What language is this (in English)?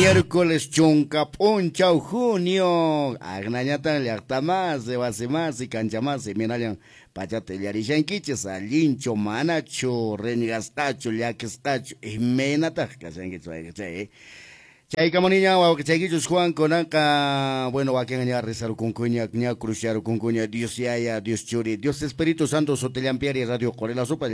Quechua